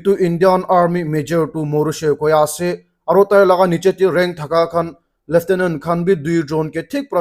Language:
Naga Pidgin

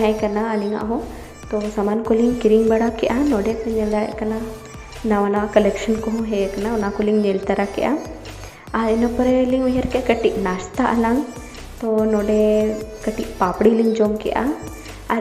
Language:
Santali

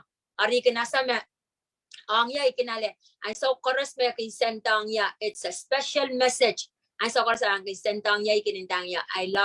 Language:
Pohnpeian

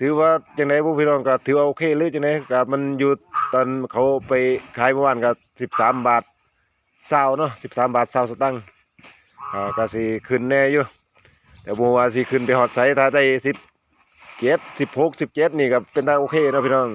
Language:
Lao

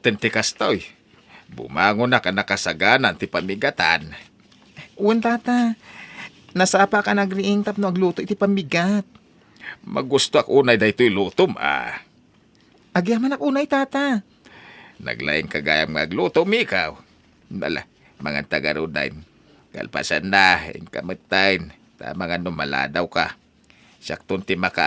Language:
Iloko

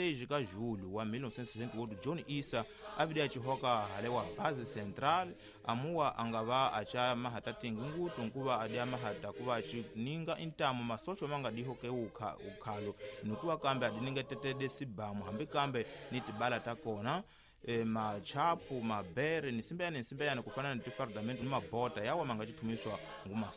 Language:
Tsonga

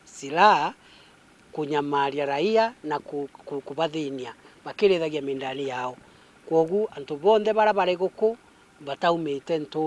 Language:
Meru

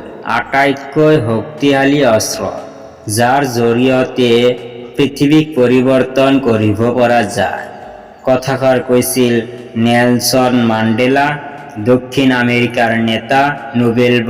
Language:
Assamese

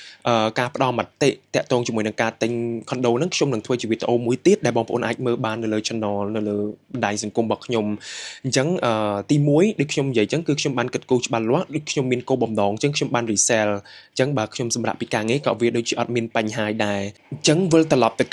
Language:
Khmer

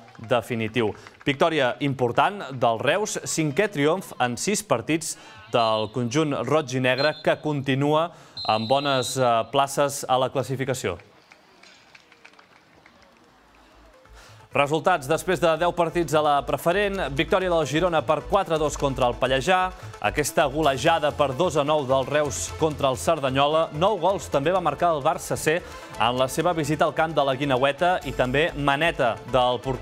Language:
Catalan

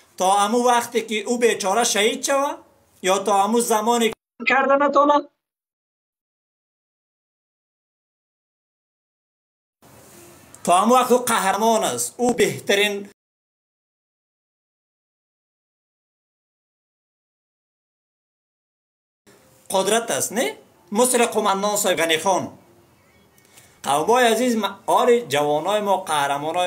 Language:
Persian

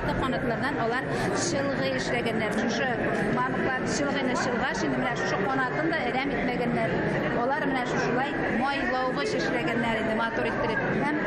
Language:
Bashkir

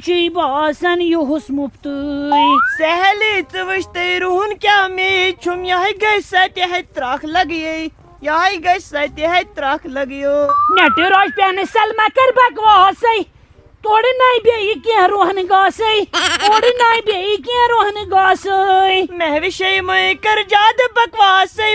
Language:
Kashmiri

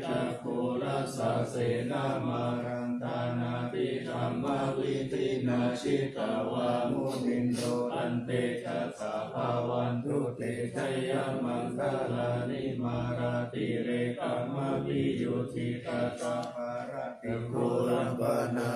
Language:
Pali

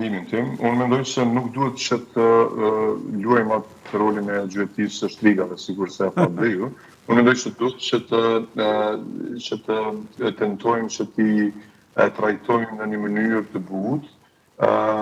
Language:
Albanian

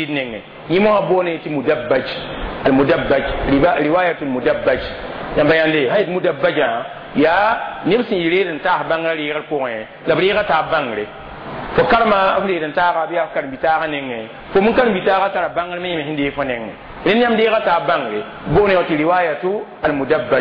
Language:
Mossi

